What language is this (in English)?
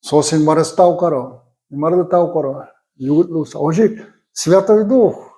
Udmurt